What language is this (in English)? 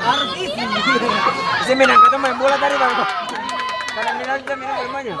Ambonese Malay